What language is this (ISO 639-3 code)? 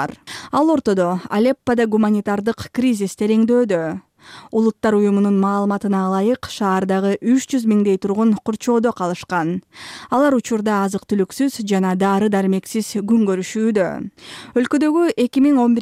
kir